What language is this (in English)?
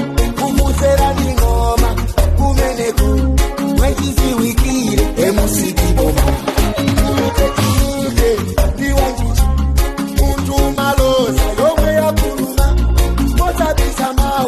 Nyanja